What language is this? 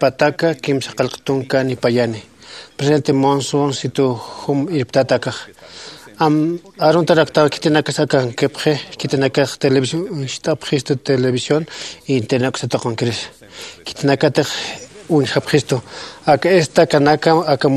Aymara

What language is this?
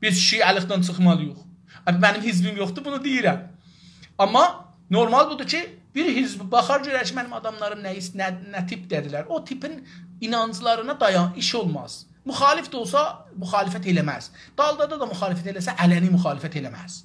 South Azerbaijani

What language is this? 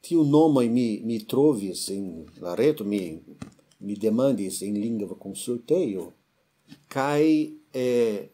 Esperanto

